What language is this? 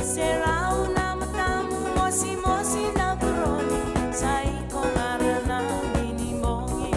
Fijian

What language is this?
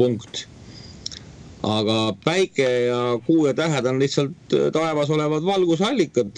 Estonian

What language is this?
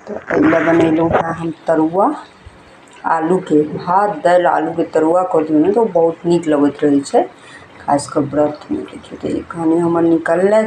Maithili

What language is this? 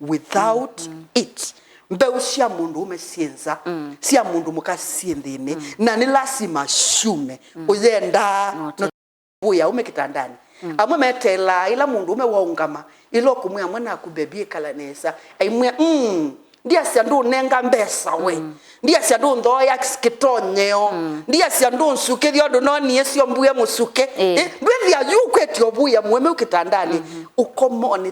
Kamba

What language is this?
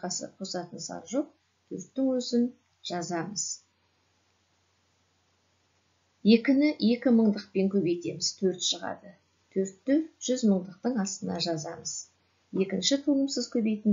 Kazakh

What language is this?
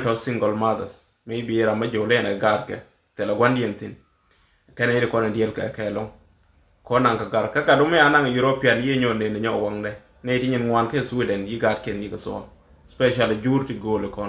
Nuer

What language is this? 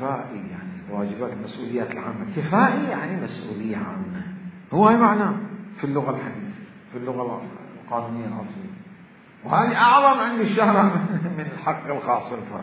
Mesopotamian Arabic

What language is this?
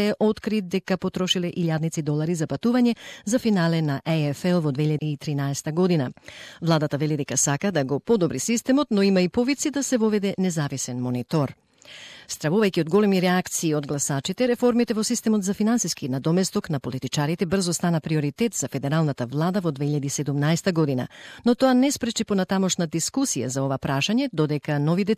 Macedonian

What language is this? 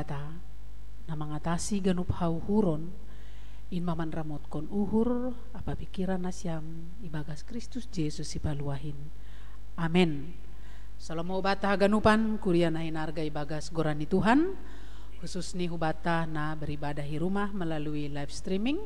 Batak Simalungun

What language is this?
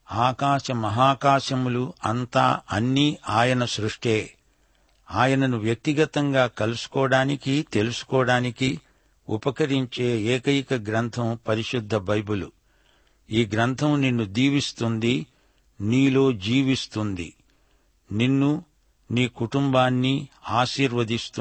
Telugu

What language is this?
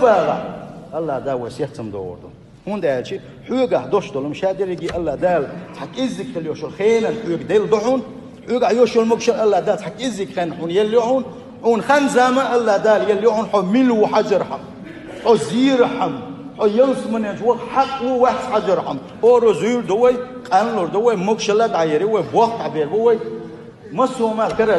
Chechen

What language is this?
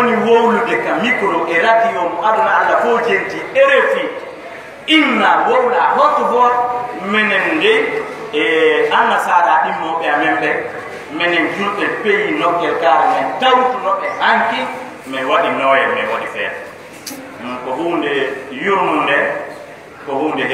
Fula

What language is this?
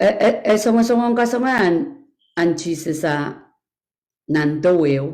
Pohnpeian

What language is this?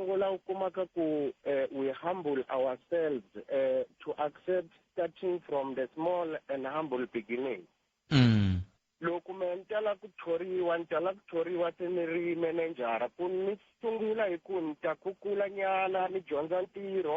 Tsonga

